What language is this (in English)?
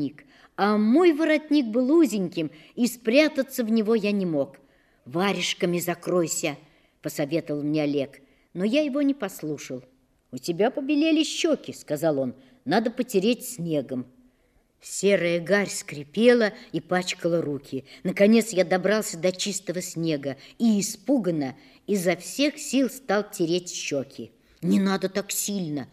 Russian